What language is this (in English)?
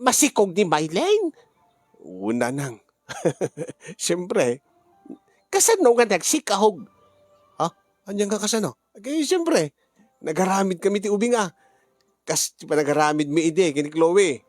Iloko